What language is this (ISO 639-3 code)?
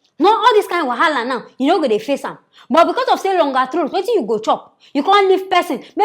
pcm